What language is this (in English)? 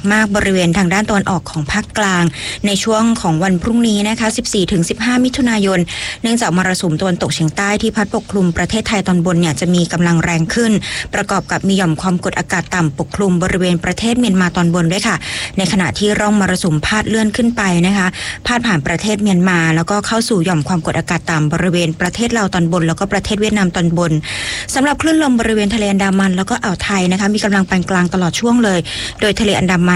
Thai